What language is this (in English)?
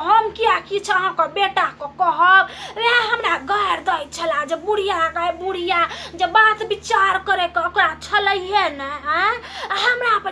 Maithili